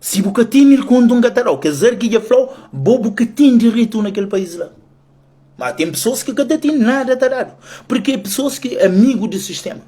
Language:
Kabuverdianu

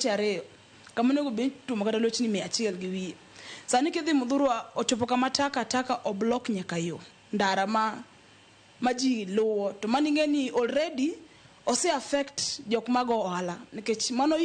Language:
Luo (Kenya and Tanzania)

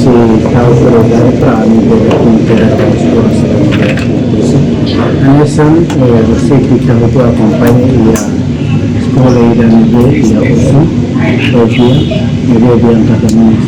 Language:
Tetum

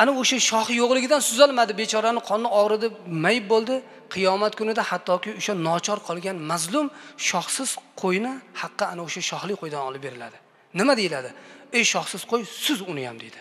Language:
Uzbek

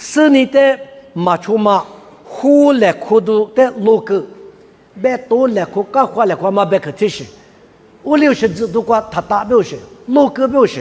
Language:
Lisu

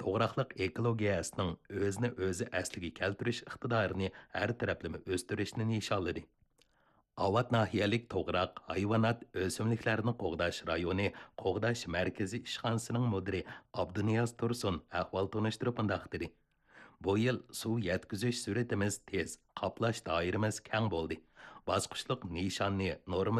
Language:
Uyghur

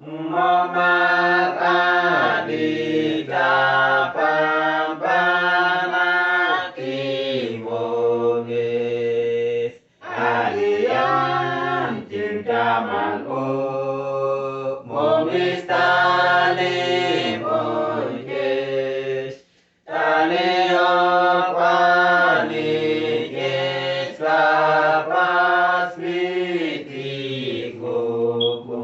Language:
Uduk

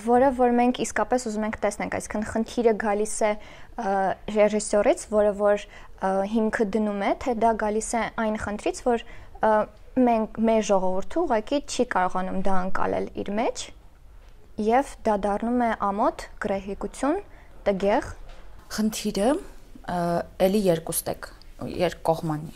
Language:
Armenian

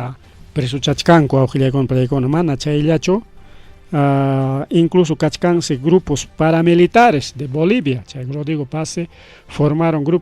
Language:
Ayacucho Quechua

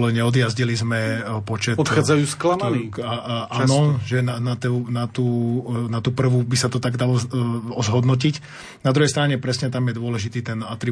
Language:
Slovak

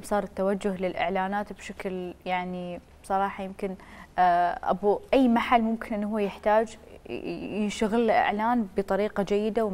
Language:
Mesopotamian Arabic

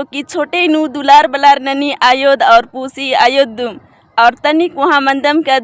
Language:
Kurukh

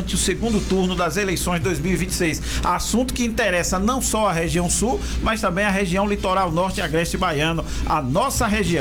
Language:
Portuguese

